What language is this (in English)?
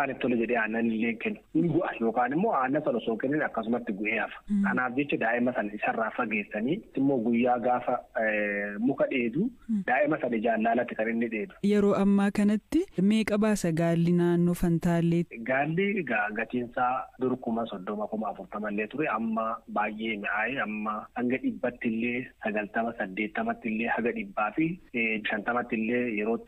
Oromo